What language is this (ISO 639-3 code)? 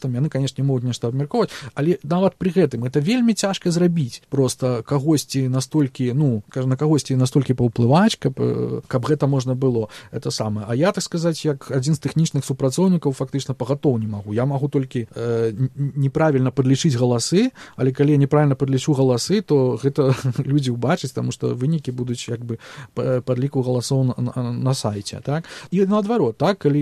bel